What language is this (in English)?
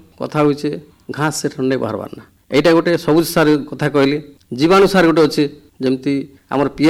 Odia